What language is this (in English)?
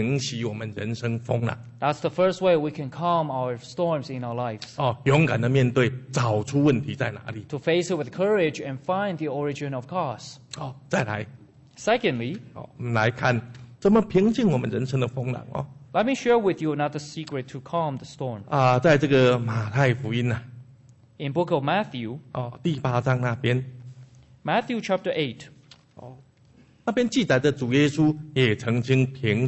Chinese